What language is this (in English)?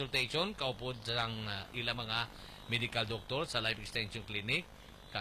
Hiligaynon